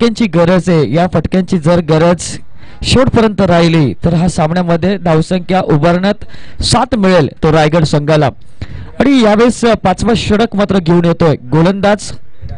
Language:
Marathi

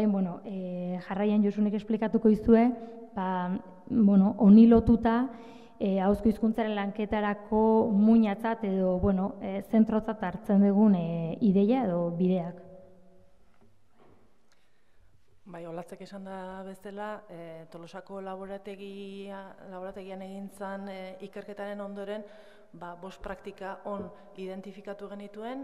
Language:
Basque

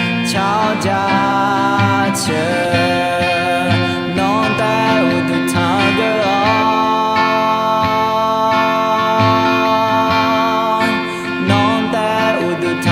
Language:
Akha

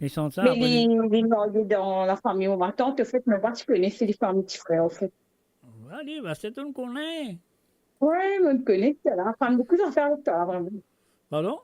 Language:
Morisyen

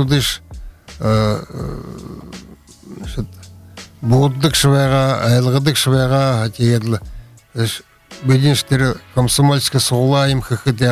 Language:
Buriat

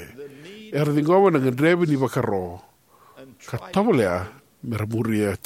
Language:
Fijian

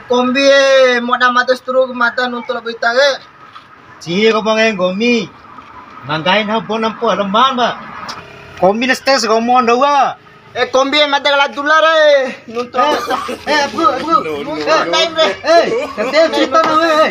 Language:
Bima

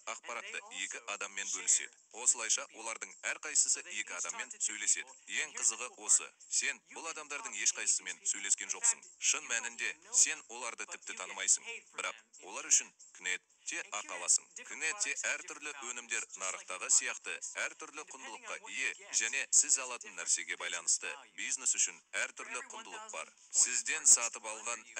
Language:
Kazakh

